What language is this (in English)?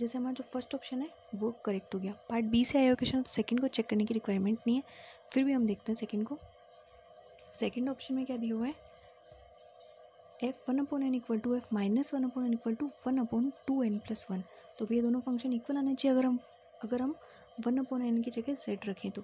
Hindi